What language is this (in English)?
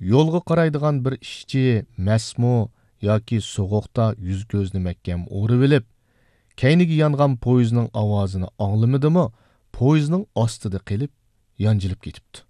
Uyghur